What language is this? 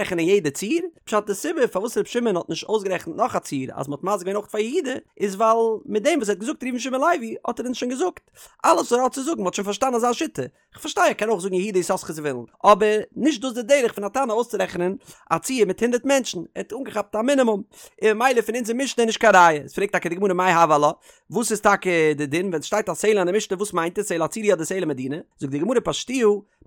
Yiddish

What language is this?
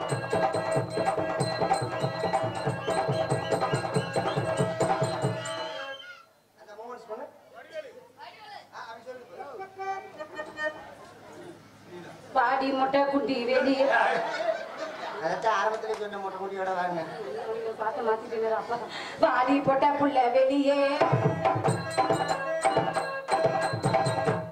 Tamil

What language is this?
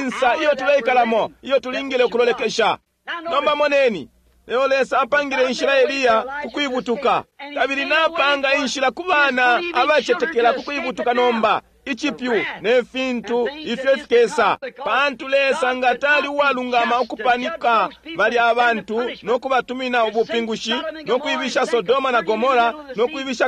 Bemba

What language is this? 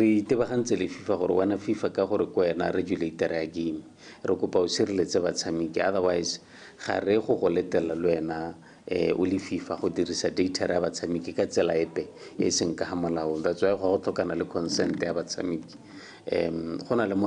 Tswana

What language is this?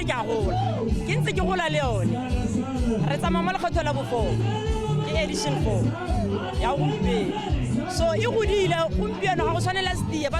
Tswana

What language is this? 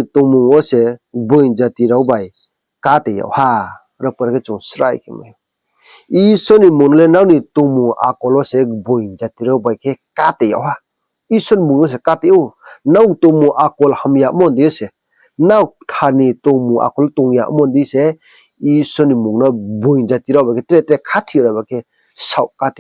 Riang (India)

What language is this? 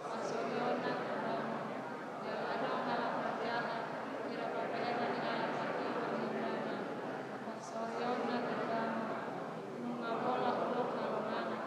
Batak Toba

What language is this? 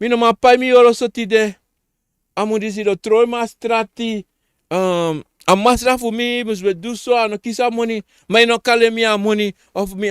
Sranan Tongo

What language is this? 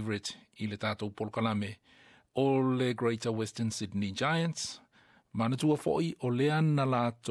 Samoan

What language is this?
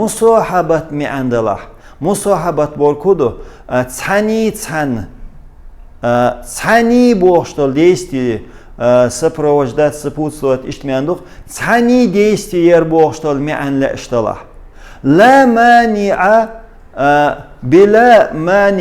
Chechen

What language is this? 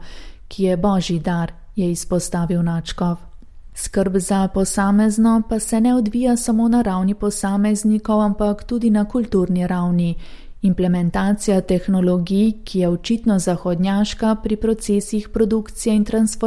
Slovenian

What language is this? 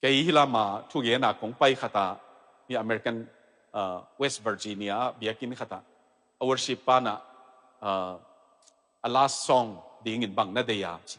Tedim Chin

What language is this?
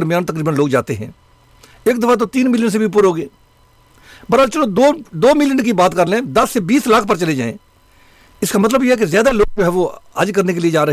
Urdu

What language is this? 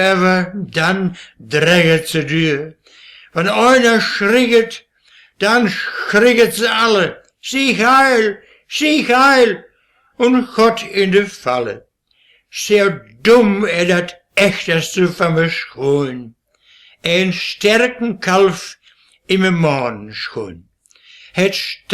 Westphalien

